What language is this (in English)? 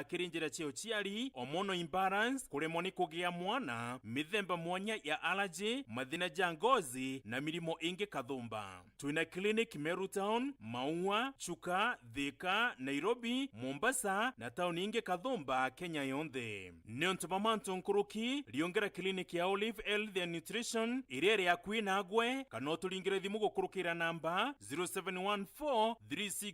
Meru